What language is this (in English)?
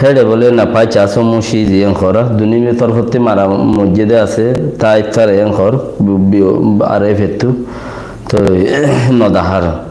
Rohingya